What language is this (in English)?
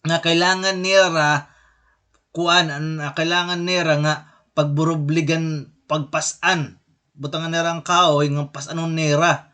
Waray